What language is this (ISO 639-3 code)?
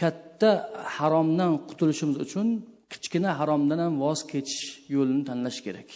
uzb